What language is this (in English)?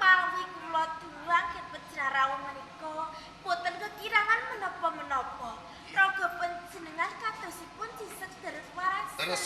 Javanese